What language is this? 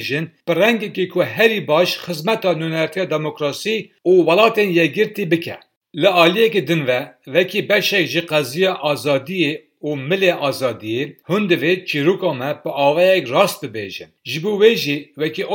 Kurdish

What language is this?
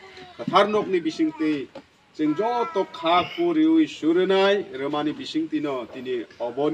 Kok Borok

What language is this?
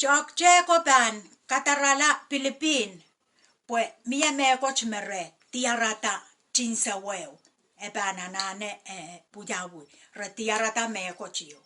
Pohnpeian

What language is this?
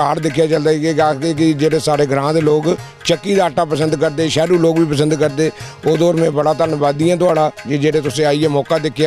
Dogri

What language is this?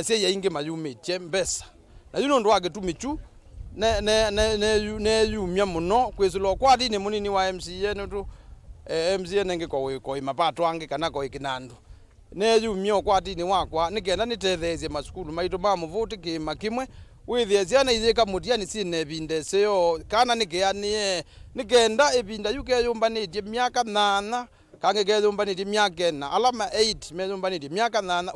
Kamba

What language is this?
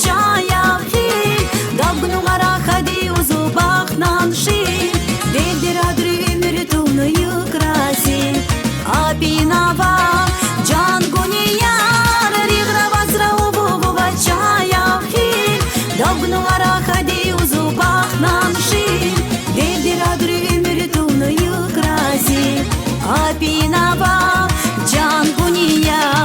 Tabassaran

